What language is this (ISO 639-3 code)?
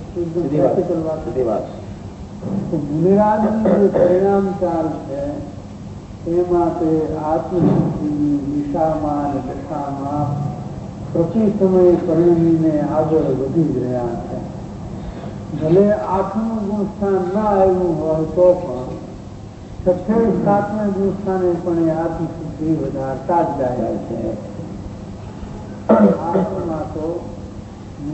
guj